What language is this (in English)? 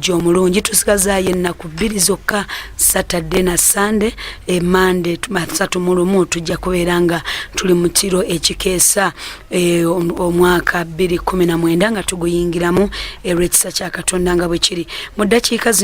Ganda